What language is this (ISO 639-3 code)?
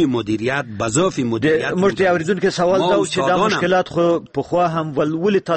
fas